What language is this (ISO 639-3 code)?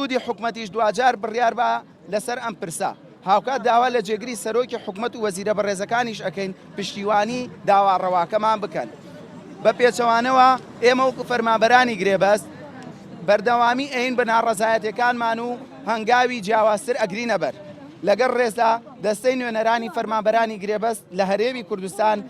ckb